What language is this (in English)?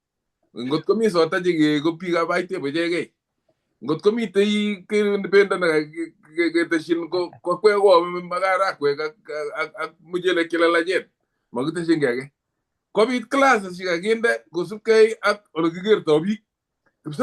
Kalenjin